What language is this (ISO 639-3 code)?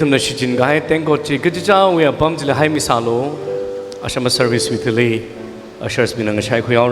nmf